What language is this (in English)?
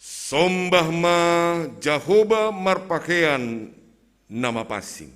Batak Simalungun